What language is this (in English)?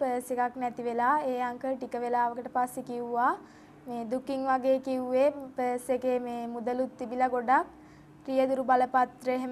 Sinhala